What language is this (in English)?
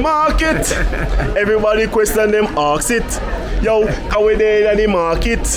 Jamaican Creole English